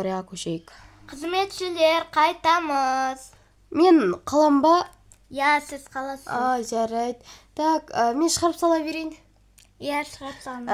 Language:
Kazakh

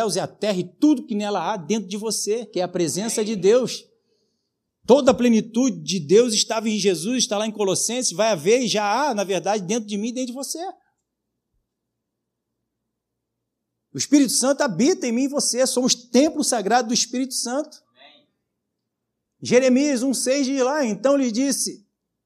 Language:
Portuguese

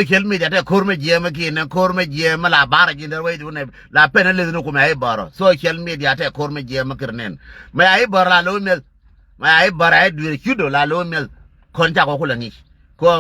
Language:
Nuer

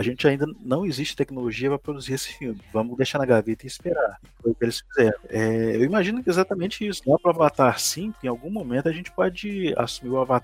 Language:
Portuguese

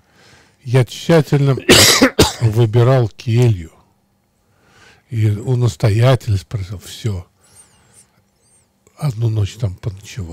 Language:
Russian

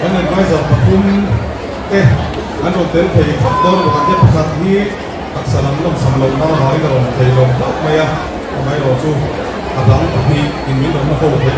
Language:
Mizo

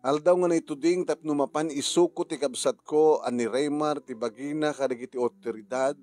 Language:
Iloko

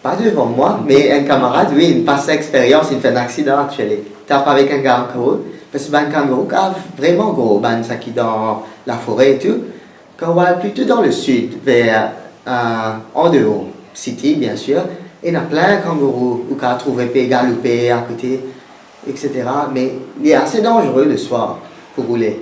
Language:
Morisyen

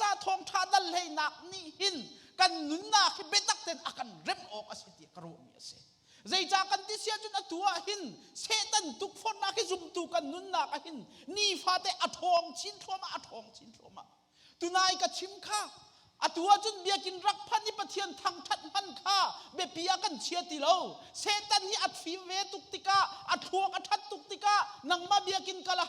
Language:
Hakha Chin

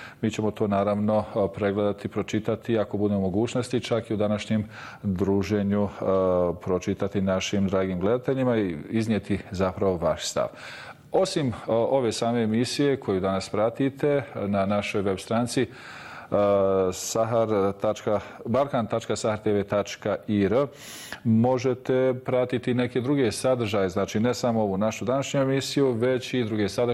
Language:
Bosnian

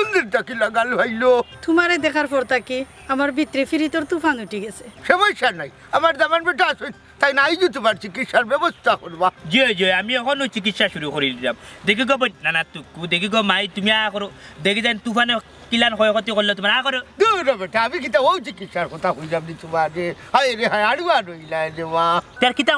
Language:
Sylheti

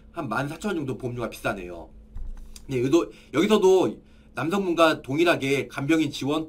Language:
Korean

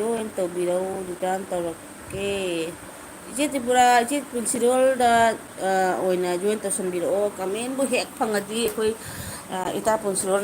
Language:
Manipuri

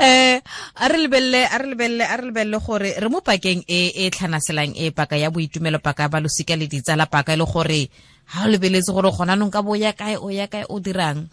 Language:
Tswana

